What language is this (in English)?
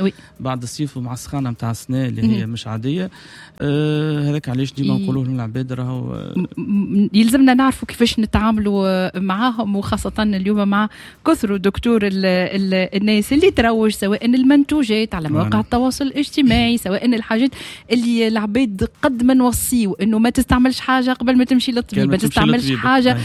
Tunisian Arabic